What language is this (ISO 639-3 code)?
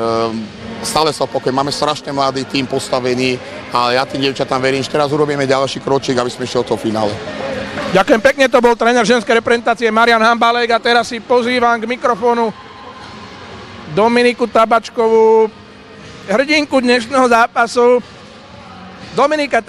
slk